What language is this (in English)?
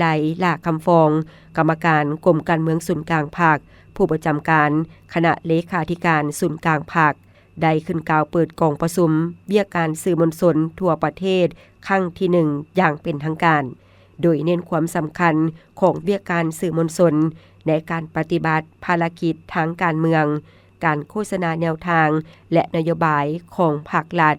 Lao